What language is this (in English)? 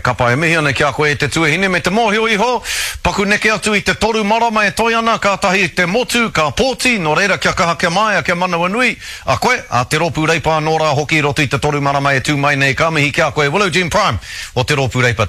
Māori